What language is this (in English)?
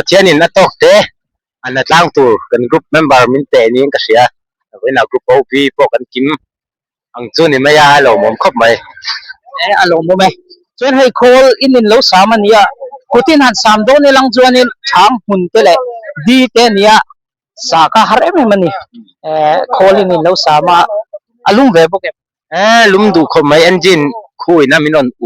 Mizo